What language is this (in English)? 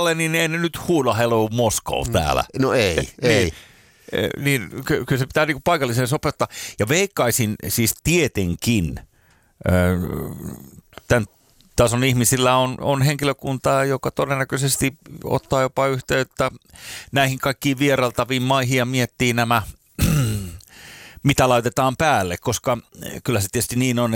Finnish